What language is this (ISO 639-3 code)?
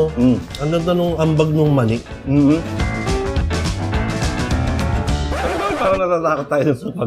fil